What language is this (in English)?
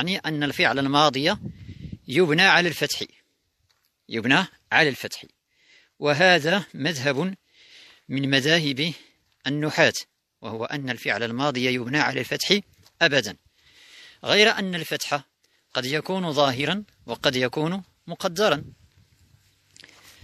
Arabic